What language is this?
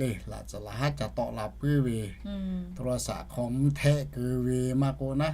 Lahu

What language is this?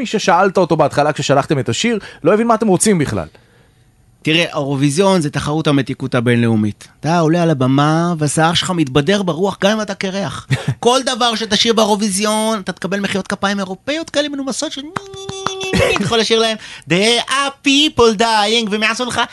Hebrew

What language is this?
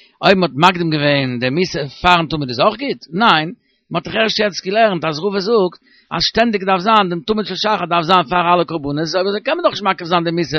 Yiddish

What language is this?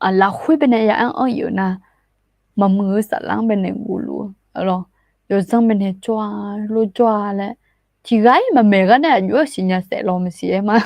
Akha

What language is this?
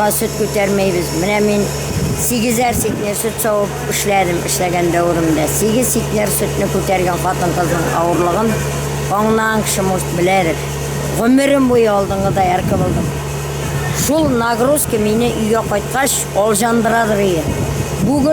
Tatar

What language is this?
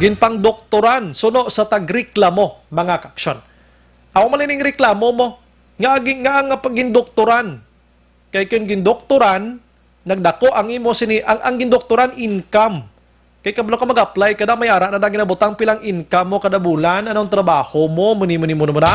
Hiligaynon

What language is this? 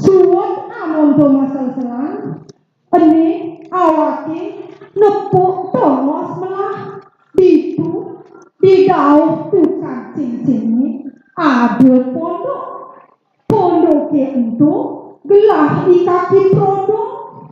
Balinese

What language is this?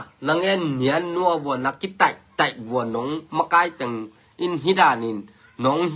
Tedim Chin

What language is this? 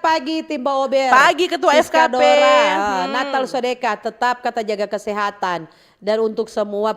Manado Malay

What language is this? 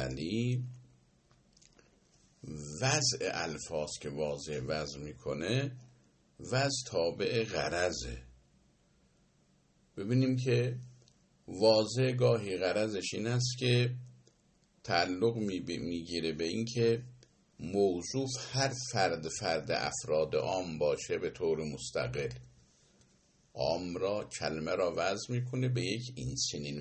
Persian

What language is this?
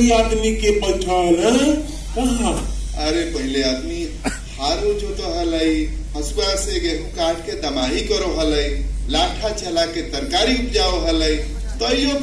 Magahi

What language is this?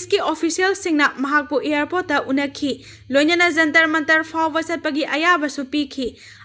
Manipuri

